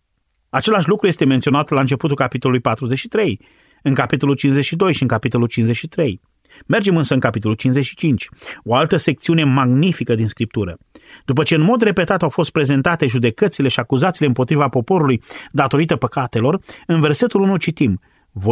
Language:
Romanian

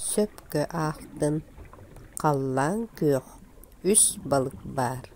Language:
Yakut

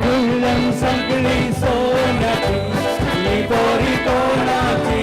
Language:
Konkani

